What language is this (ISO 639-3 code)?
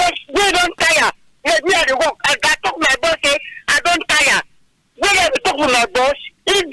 wes